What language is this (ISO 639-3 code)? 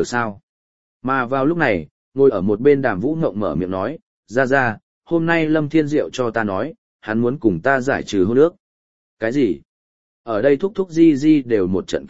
vie